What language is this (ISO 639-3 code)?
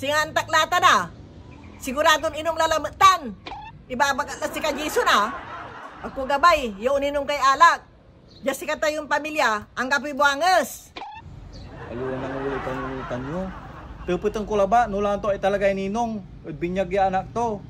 pag